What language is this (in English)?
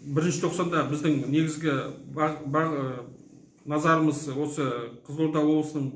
Kazakh